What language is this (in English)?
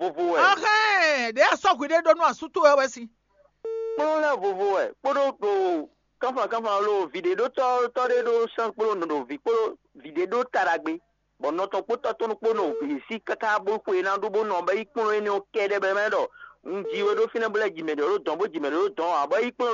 Fon